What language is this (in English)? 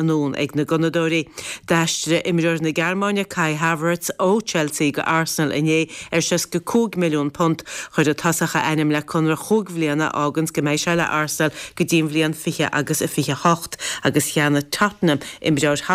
Irish